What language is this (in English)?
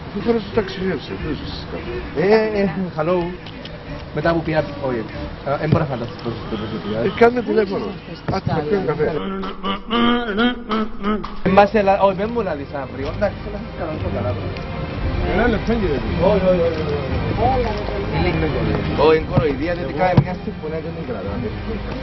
Greek